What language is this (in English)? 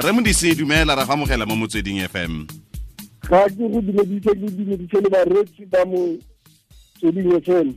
Tswana